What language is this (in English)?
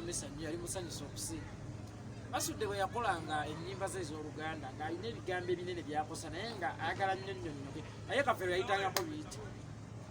Ganda